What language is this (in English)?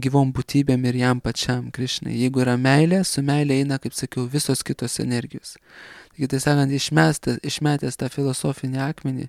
Lithuanian